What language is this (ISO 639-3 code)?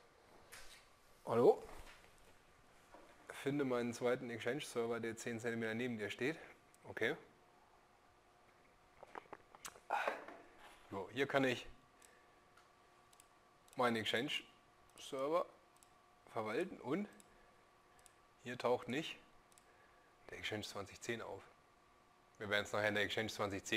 deu